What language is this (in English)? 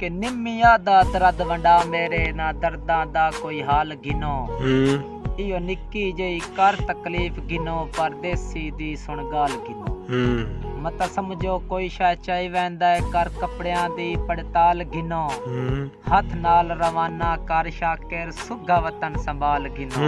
Saraiki